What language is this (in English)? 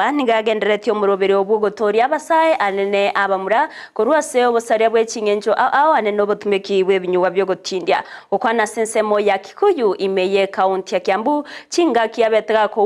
Gusii